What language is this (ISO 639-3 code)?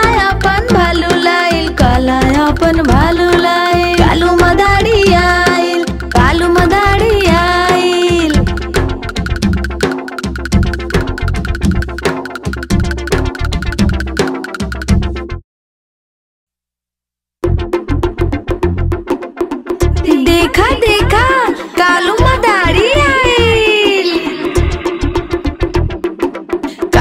bho